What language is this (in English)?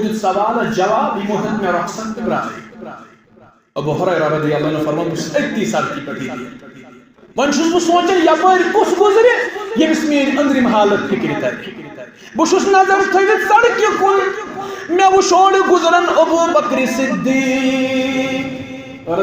Kashmiri